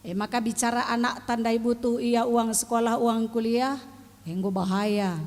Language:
Batak Karo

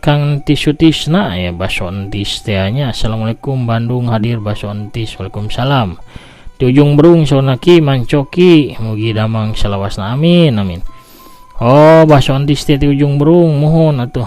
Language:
Sundanese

